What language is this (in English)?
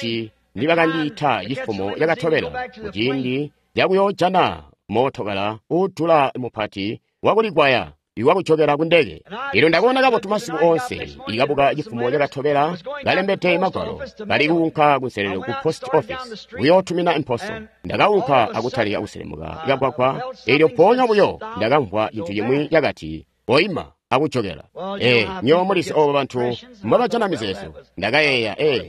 Tonga (Zambia)